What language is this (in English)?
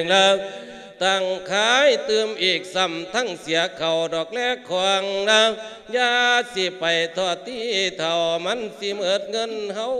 Lao